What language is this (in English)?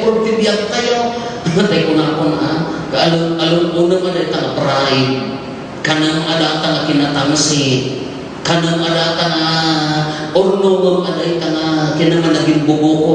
Iloko